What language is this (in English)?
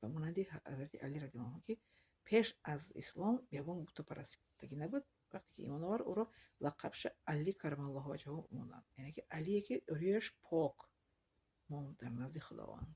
Tajik